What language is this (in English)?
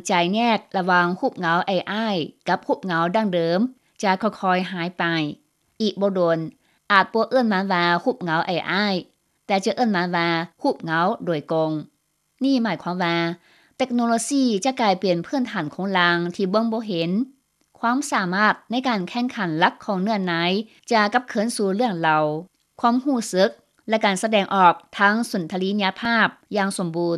Lao